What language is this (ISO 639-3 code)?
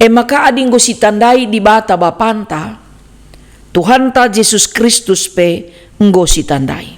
btx